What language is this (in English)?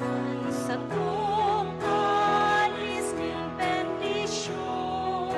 Bikol